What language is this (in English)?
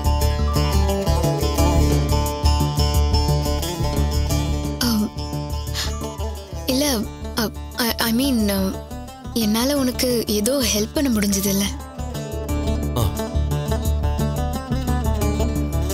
Tamil